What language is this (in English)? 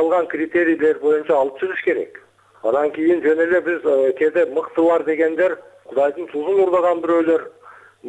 Kyrgyz